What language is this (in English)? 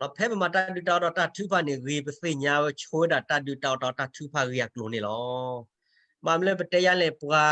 S'gaw Karen